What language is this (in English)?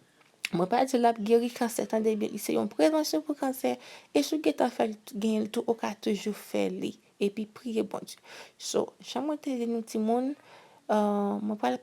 Haitian Creole